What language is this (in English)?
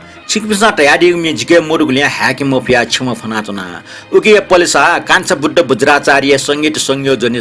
Newari